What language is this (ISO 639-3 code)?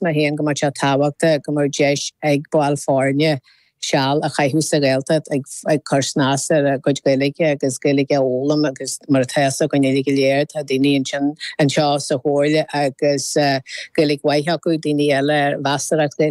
gle